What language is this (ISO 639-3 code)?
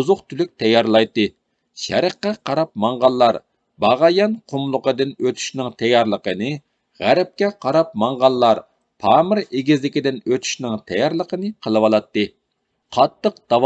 uig